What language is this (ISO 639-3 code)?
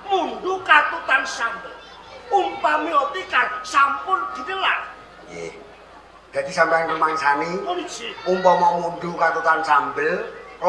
jav